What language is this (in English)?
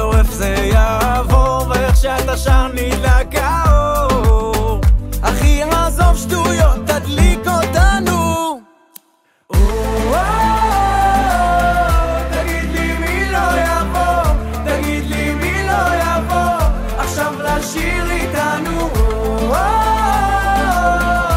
Hebrew